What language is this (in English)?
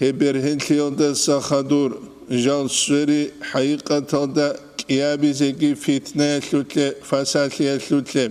Avaric